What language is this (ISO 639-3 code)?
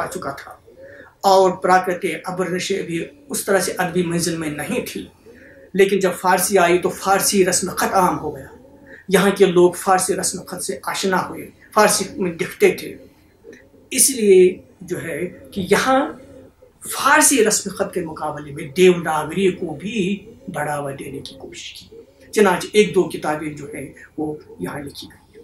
urd